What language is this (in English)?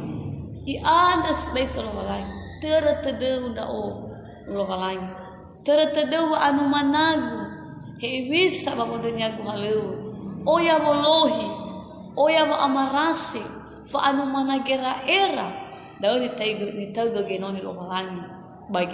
Nias